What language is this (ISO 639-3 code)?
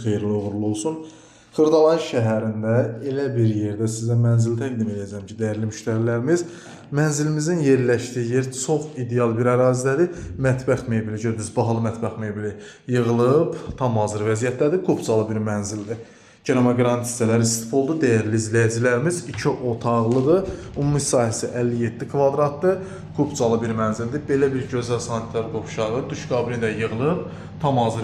aze